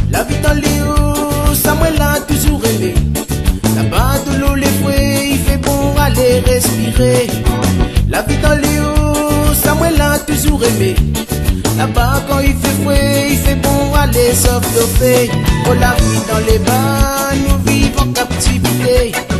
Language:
Réunion Creole French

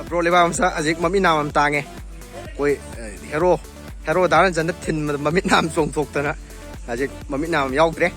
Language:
Manipuri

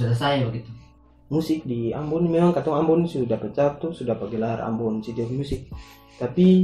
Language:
Ambonese Malay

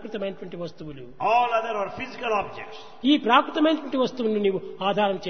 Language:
Telugu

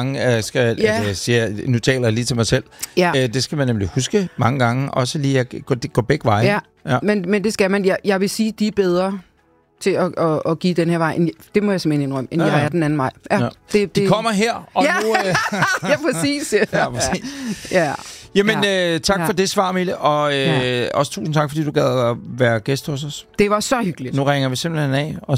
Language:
Danish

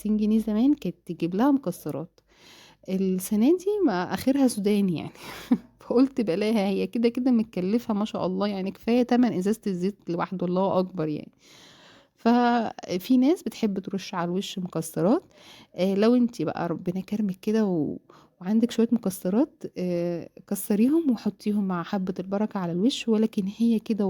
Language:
Egyptian Arabic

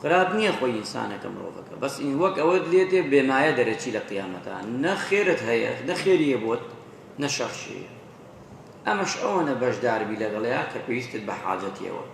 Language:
Central Kurdish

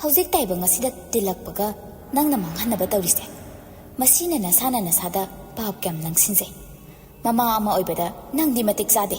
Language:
Manipuri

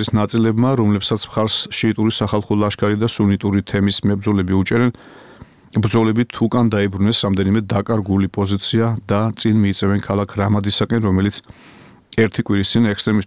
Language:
Georgian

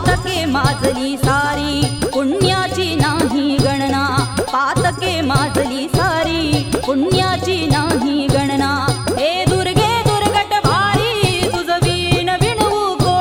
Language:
Marathi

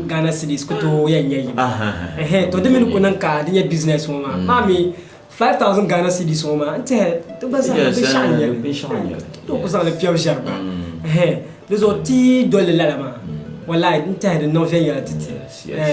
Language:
Dagbani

